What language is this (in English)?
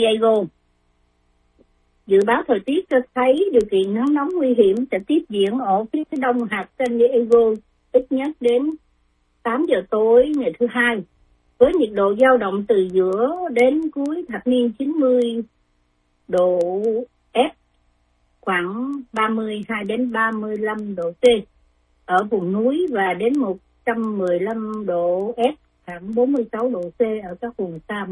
Vietnamese